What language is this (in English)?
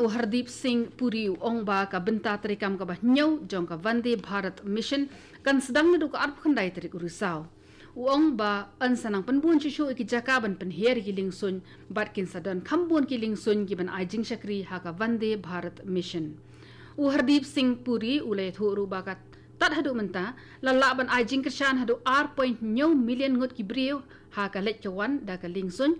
Khasi